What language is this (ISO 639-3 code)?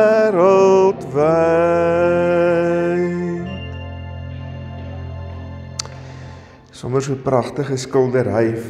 afr